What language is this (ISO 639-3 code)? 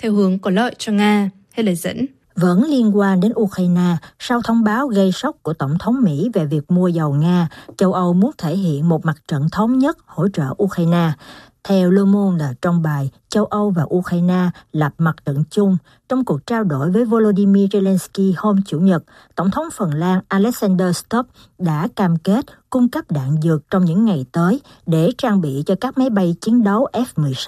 vie